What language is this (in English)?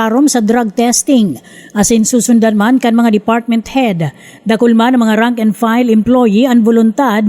Bikol